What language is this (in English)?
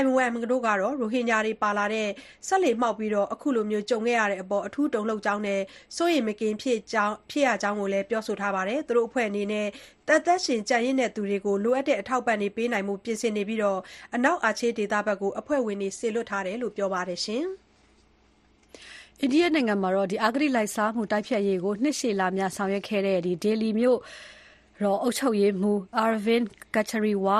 Burmese